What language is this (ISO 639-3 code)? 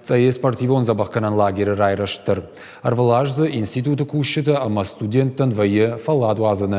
oss